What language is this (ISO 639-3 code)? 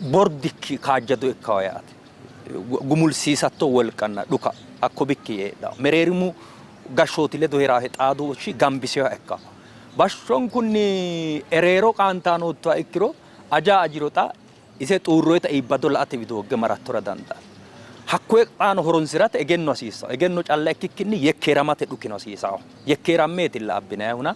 sid